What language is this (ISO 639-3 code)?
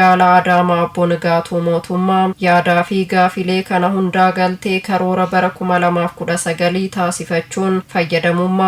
orm